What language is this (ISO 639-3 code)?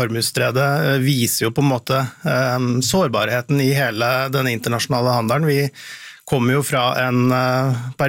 nor